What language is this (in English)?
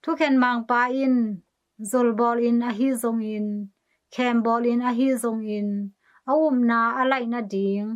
Tedim Chin